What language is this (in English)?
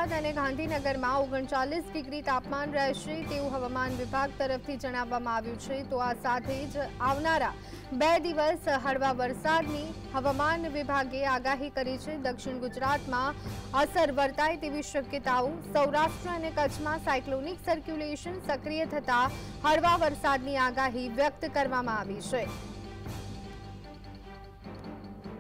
Gujarati